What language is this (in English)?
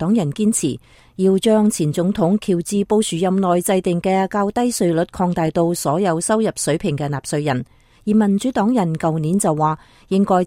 Cantonese